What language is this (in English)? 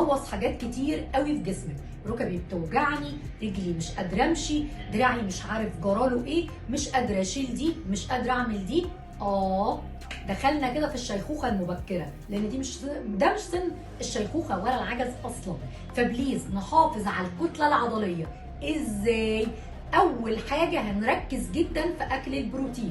Egyptian Arabic